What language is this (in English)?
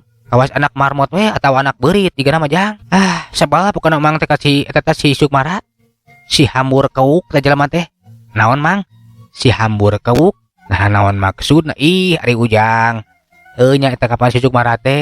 Sundanese